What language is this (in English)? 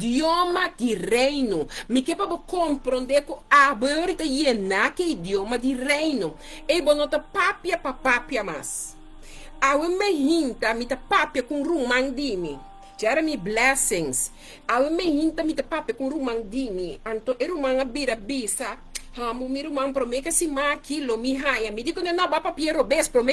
Papiamento